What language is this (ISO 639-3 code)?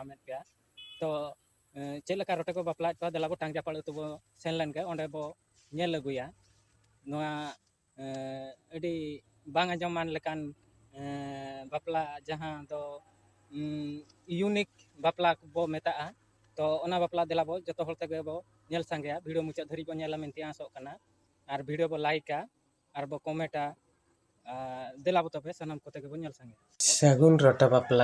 sat